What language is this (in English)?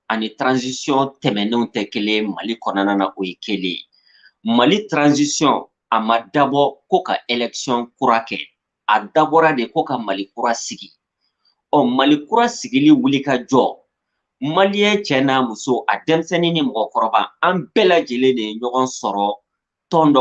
Bambara